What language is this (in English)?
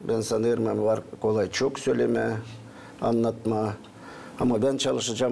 Gagauz